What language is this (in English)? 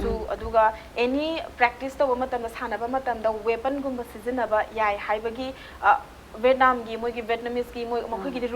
Manipuri